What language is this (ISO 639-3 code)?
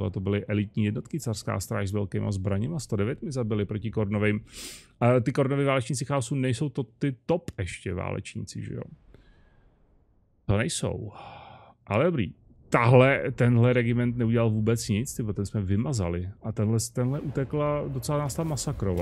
ces